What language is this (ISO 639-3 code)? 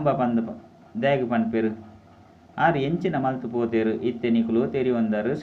tcy